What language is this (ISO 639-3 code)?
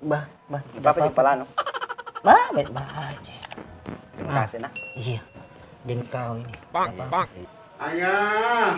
mfp